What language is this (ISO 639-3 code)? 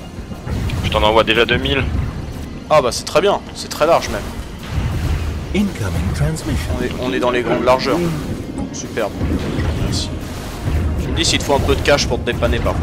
fra